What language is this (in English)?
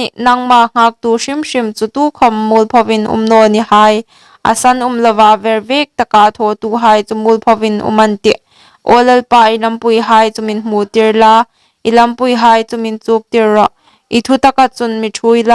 Hmar